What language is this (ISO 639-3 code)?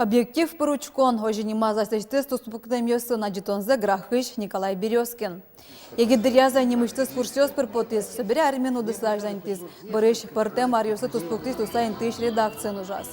udm